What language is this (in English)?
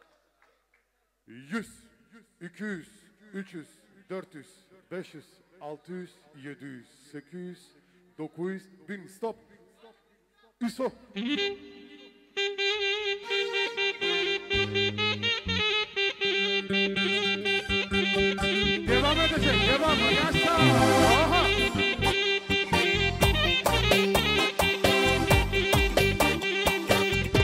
Turkish